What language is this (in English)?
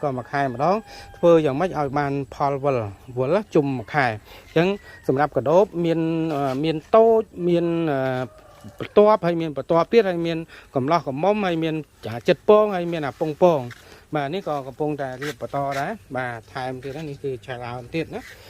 Khmer